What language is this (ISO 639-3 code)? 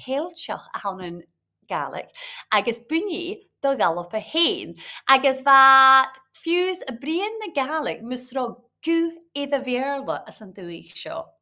gla